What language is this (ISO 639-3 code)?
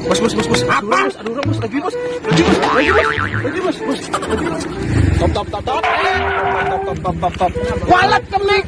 bjn